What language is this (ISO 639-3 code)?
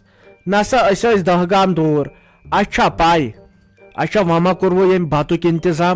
kas